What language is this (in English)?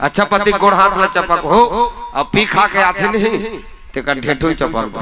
Chhattisgarhi